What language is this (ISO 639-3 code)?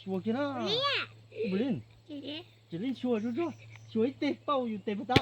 hmn